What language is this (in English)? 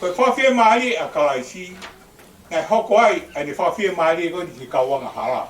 Tongan